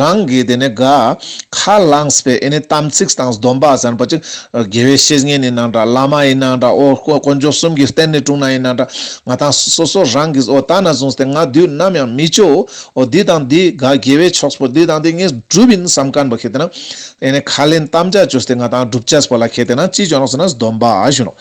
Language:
Ladakhi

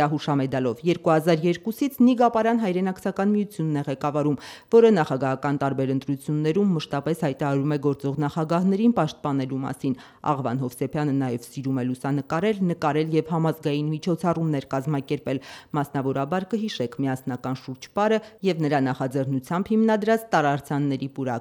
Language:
Armenian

